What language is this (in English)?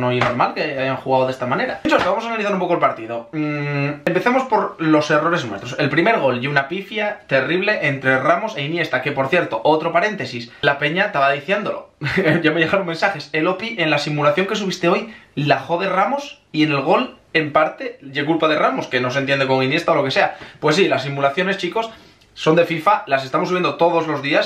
Spanish